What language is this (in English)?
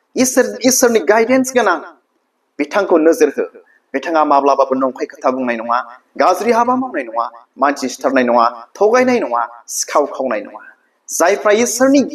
Bodo